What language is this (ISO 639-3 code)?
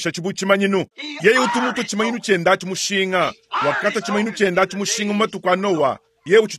lua